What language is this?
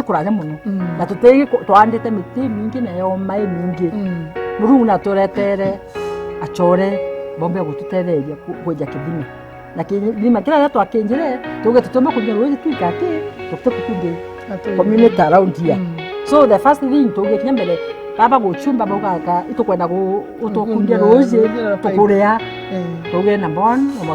Meru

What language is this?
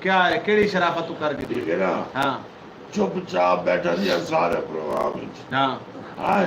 Saraiki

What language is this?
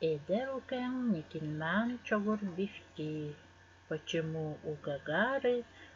Evenki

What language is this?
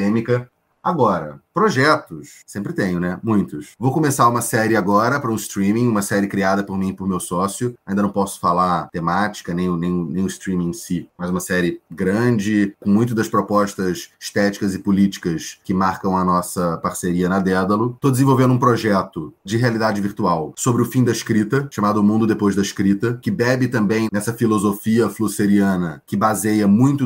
Portuguese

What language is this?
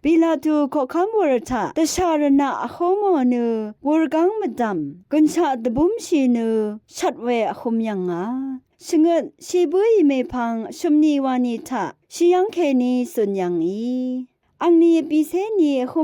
Rawang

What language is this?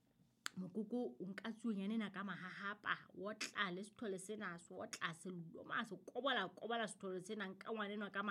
Southern Sotho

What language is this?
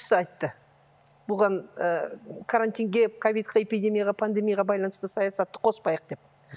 Kazakh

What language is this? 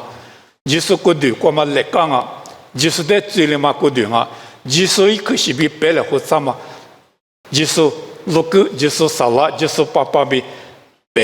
Lisu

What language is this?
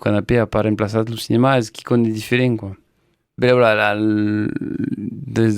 Occitan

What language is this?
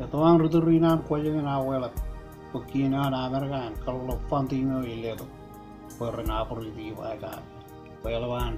Marshallese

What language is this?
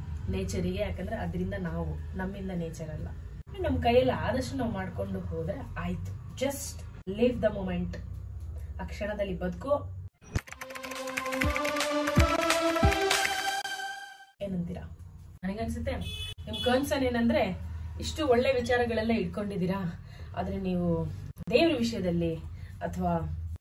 Kannada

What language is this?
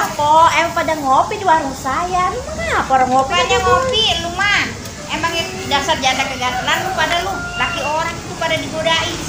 Betawi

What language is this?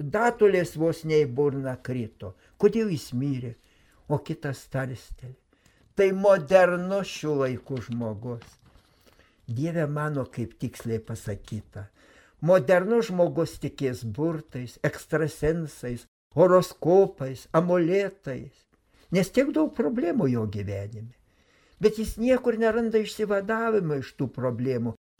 Lithuanian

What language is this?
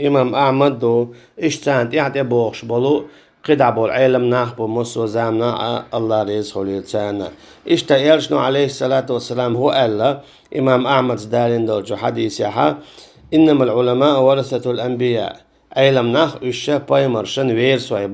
Chechen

